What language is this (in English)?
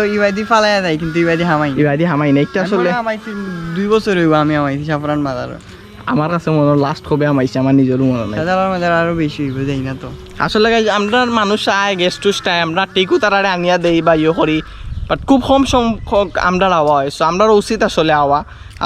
Sylheti